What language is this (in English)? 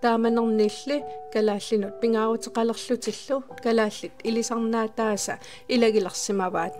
Kalaallisut